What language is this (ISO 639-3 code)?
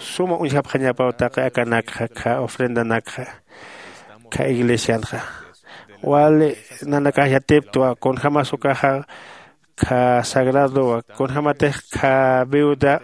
aym